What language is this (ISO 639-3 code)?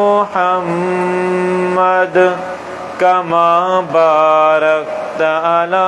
snd